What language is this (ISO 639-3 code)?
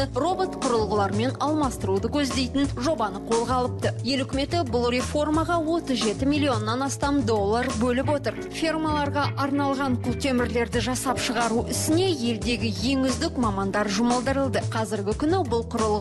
kaz